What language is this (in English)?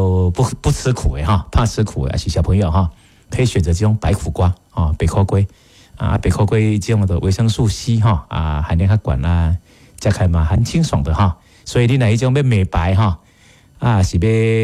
Min Nan Chinese